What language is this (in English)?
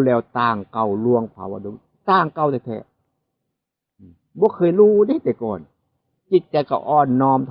Northeastern Thai